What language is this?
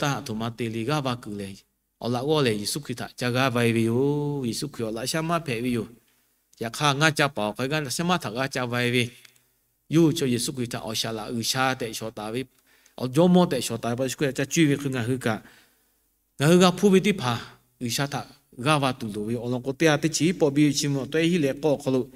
Lahu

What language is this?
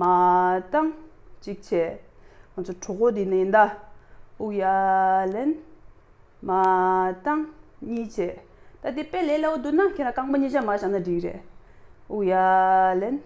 Tibetan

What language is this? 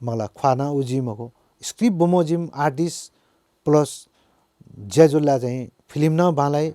Newari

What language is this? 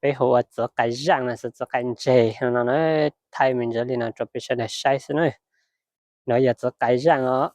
Hmong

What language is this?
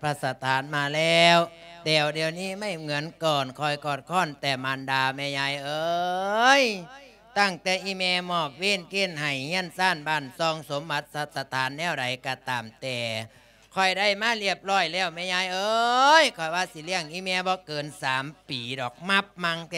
Lao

